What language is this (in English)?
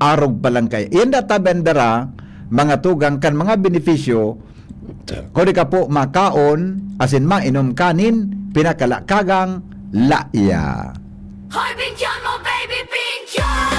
Bikol